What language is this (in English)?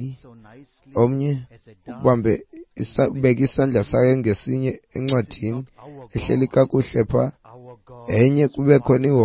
Xhosa